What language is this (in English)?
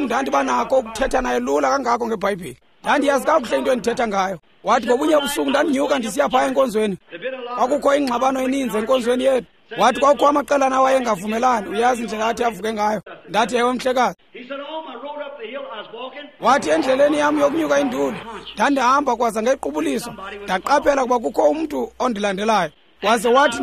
Xhosa